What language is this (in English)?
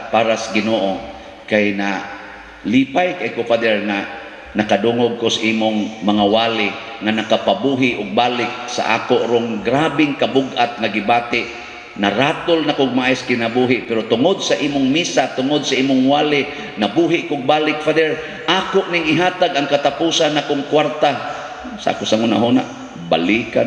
Cebuano